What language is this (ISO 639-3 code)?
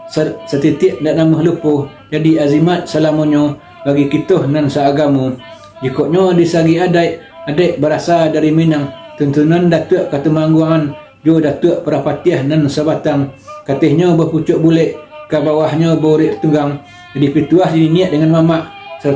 min